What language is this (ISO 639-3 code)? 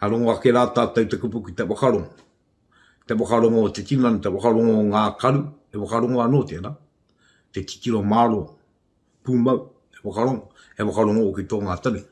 mri